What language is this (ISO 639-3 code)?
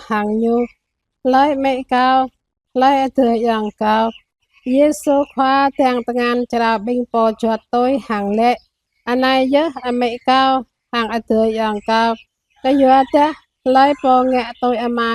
jra